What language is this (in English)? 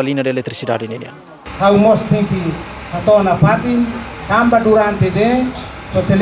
Tetum